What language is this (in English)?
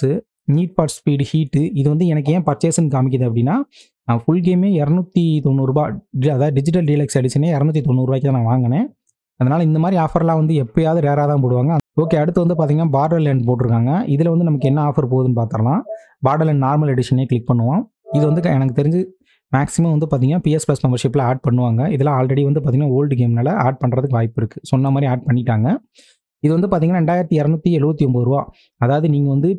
Tamil